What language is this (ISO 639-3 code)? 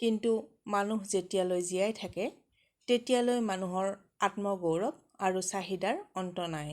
asm